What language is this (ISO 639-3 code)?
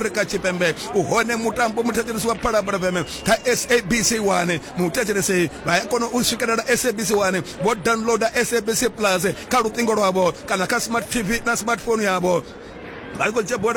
ven